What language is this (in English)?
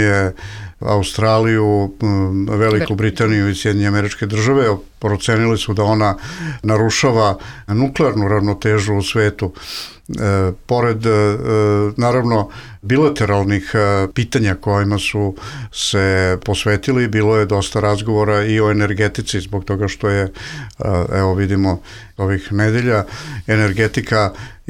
Bosnian